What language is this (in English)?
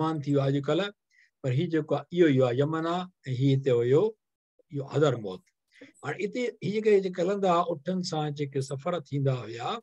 Sindhi